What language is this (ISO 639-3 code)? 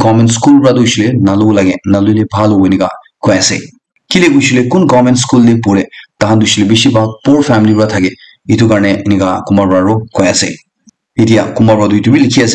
nag